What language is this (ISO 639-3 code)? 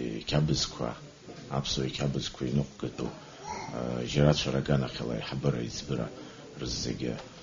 abk